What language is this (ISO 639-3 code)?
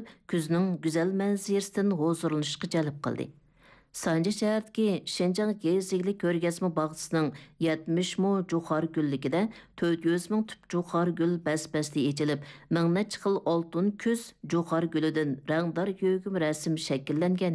uig